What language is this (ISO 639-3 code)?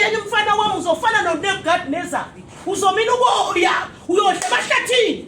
zul